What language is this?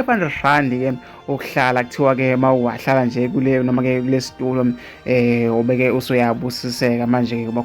Zulu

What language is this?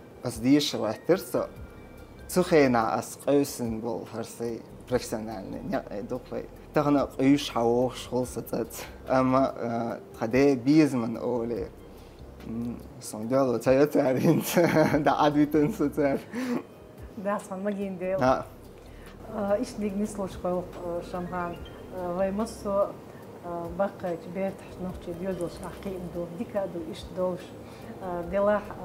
Chechen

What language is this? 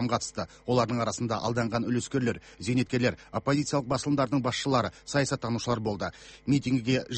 Kazakh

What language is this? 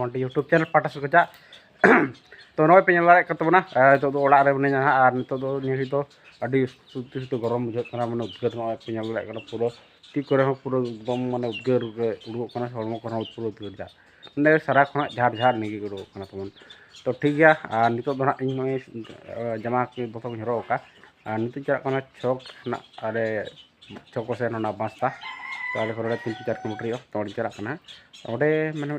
Santali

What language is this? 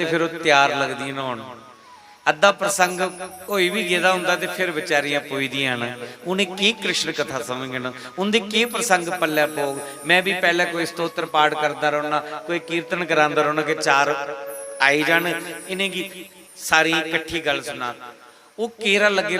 Dogri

